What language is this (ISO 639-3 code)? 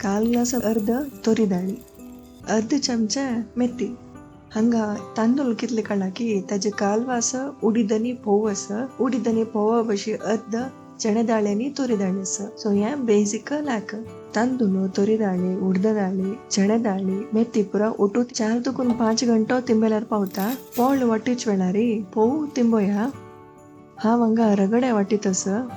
kok